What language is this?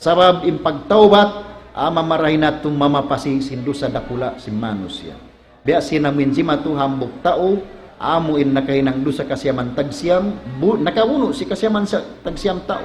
Tausug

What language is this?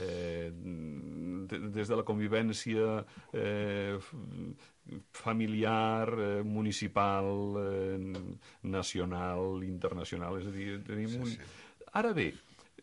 Catalan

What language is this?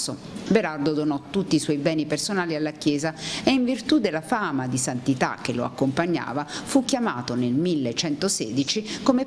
Italian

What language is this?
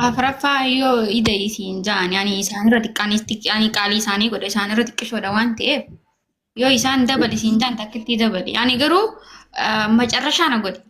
Oromo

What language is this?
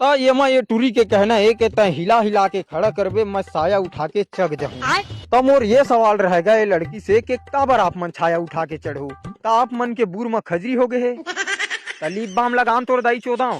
Chhattisgarhi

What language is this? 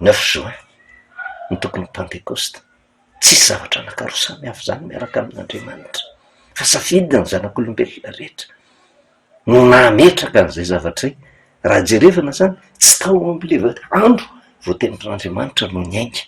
Malagasy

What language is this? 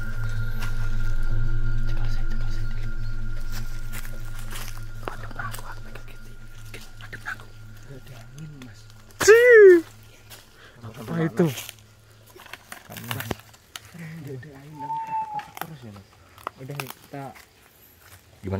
Indonesian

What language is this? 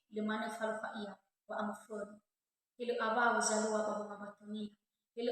Nias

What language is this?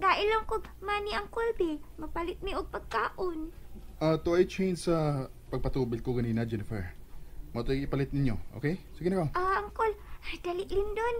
Cebuano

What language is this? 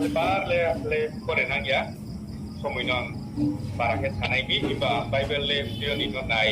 Riang (India)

